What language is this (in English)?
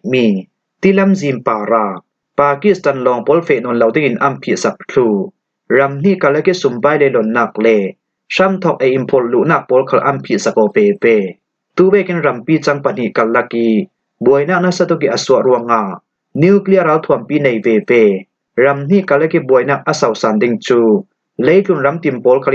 Falam Chin